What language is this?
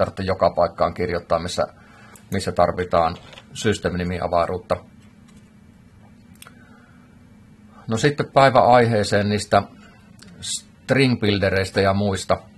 Finnish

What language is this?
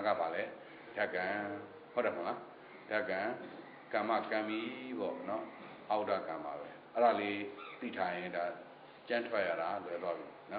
Burmese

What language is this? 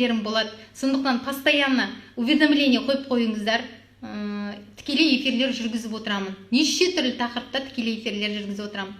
Kazakh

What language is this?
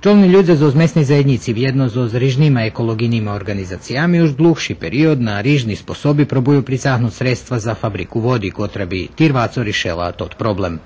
Rusyn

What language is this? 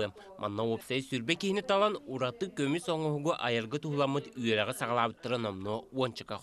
Yakut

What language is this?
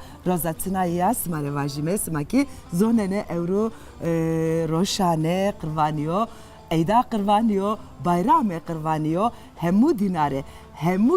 Zaza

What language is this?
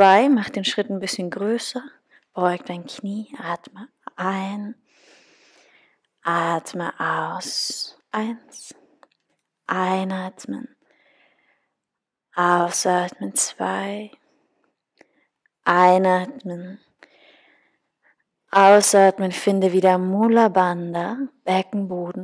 German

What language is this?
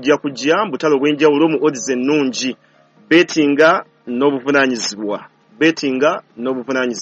Ganda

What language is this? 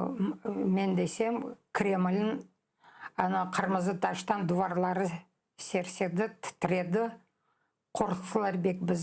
Crimean Tatar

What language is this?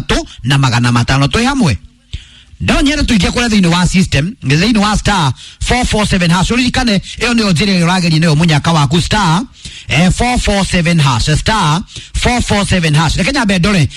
Kikuyu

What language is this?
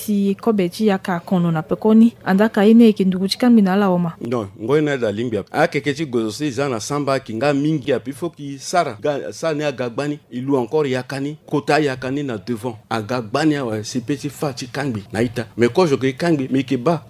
Sango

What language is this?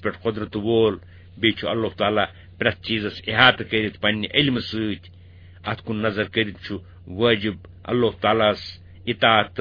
Kashmiri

